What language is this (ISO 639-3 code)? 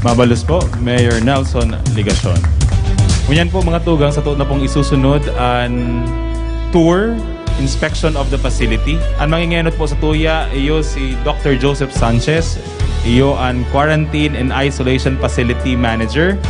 bik